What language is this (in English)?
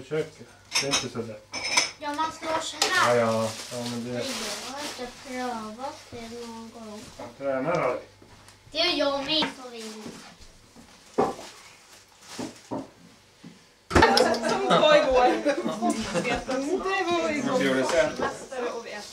Swedish